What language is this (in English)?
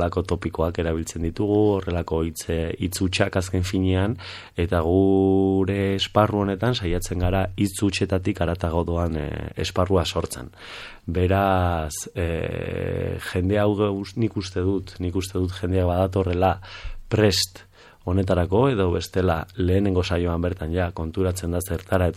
Basque